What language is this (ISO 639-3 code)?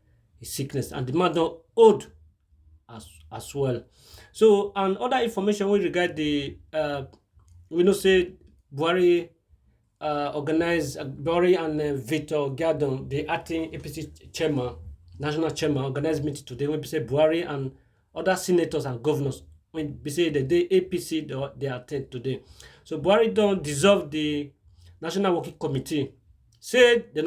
pcm